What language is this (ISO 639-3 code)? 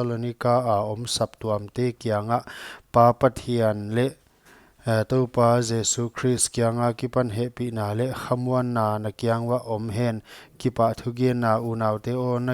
pck